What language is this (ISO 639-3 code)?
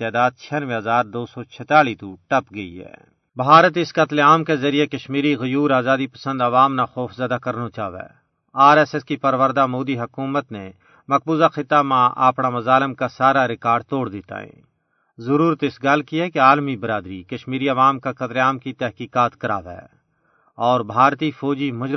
gju